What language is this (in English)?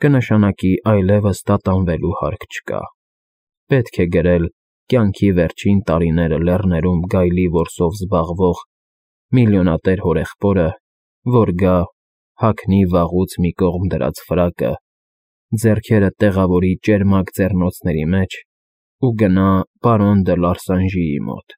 Armenian